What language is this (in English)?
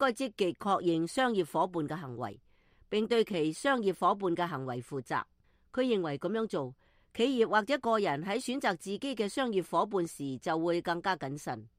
Cantonese